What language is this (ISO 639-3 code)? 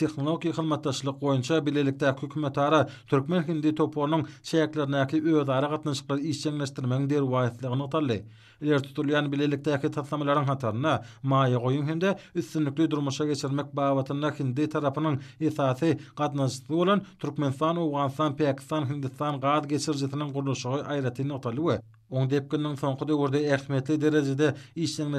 tuk